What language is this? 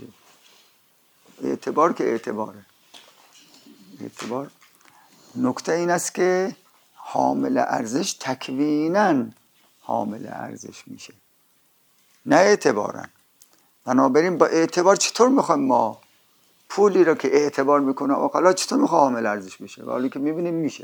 Persian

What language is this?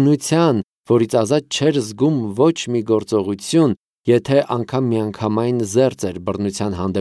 Armenian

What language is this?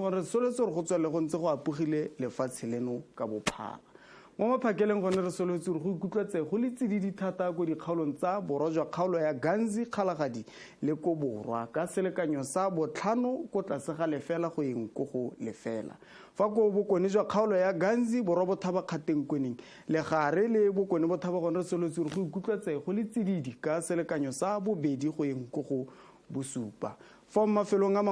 Tswana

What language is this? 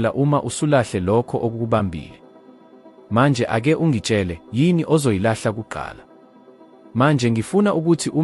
Zulu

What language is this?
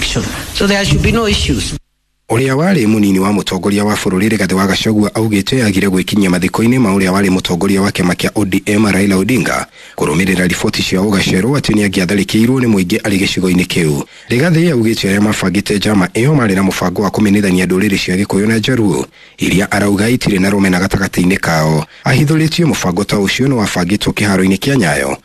Kikuyu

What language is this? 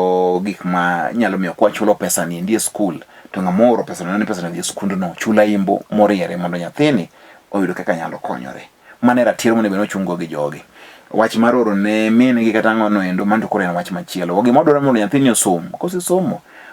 Luo (Kenya and Tanzania)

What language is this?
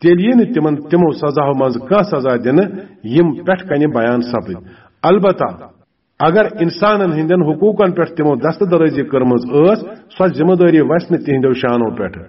Kashmiri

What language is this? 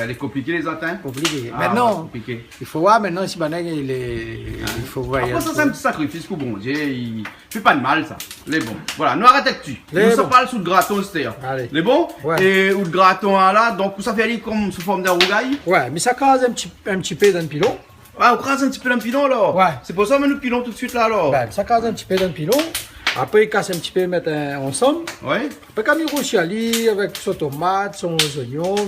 Réunion Creole French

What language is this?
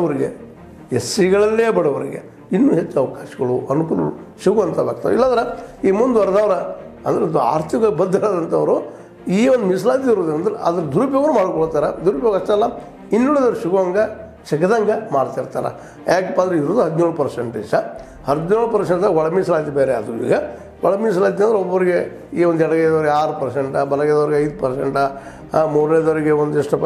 Kannada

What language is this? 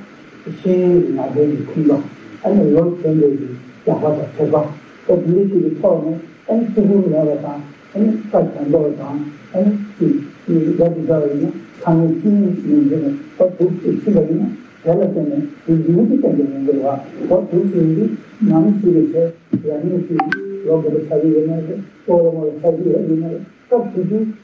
Tibetan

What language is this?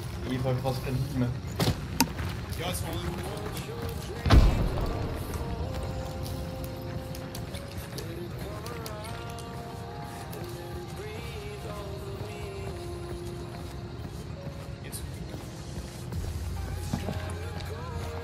German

